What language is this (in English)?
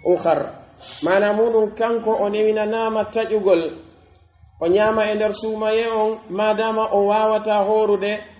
Pular